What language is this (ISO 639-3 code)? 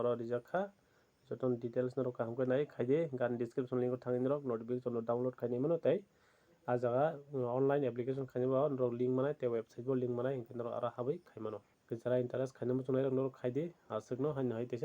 trp